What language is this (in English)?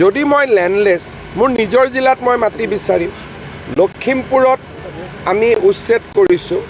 Assamese